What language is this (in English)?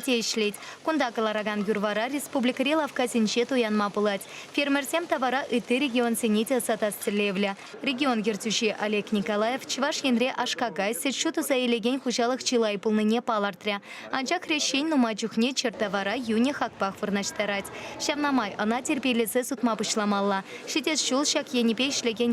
Chuvash